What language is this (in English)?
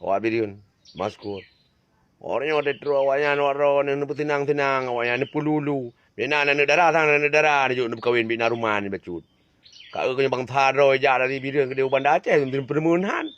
Achinese